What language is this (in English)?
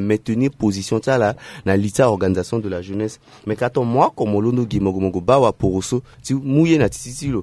Sango